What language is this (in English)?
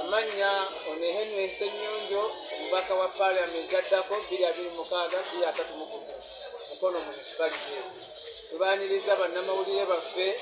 Ganda